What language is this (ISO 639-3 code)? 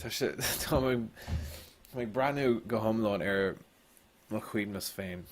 gle